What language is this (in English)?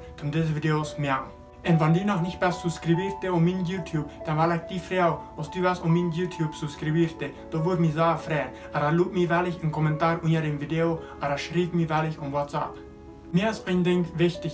Plautdietsch